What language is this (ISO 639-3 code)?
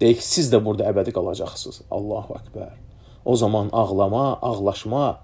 aze